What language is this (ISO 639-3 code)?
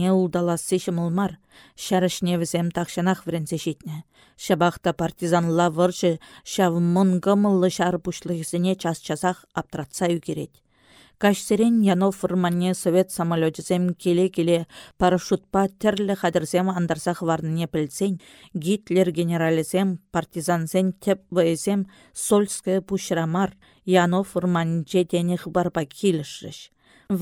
chv